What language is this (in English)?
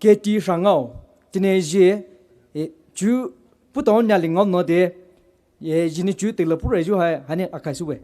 Poumei Naga